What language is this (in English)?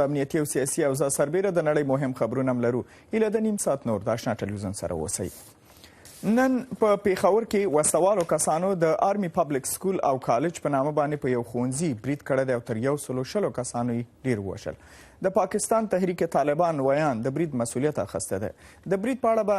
Pashto